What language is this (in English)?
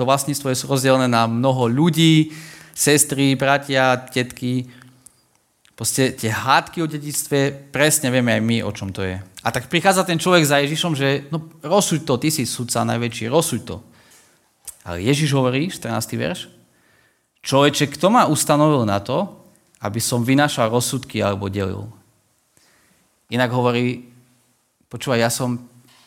Slovak